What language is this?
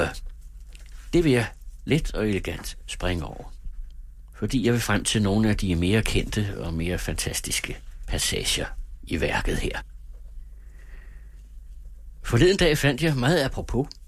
Danish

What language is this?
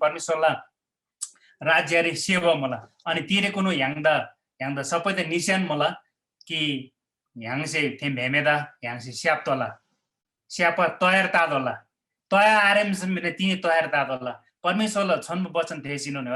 Eastern Tamang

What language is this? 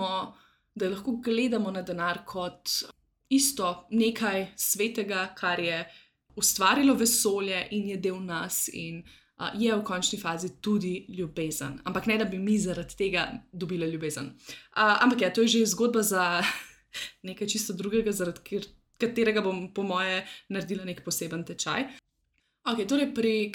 Slovenian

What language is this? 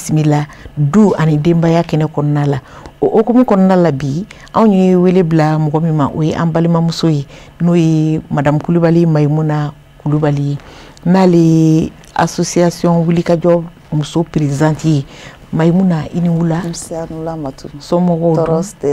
Bambara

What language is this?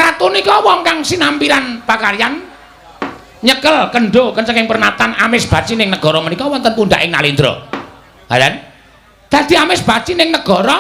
Javanese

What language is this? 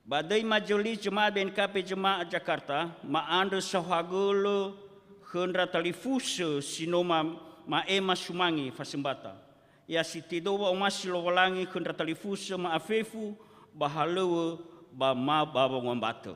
Nias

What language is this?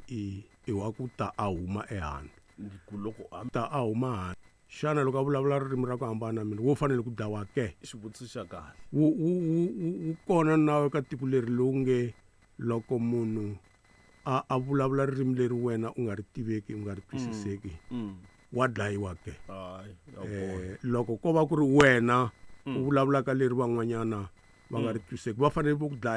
Tsonga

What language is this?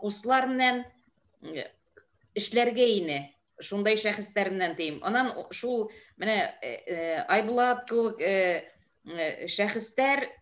Bashkir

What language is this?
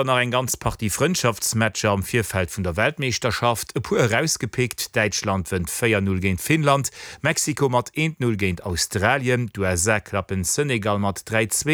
Luxembourgish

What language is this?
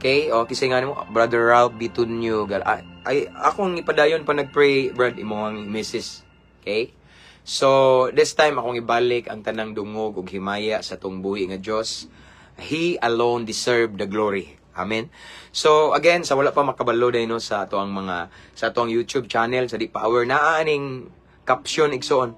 Cebuano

